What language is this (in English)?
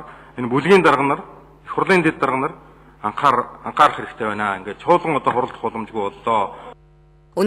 Mongolian